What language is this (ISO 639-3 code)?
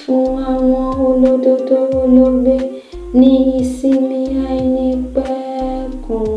yor